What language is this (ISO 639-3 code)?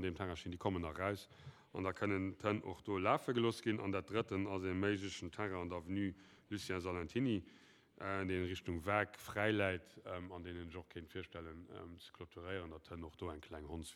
ltz